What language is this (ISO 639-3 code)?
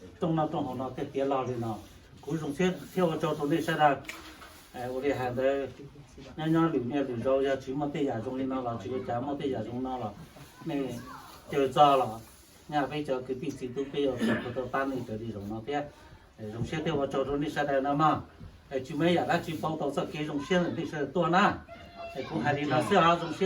hmn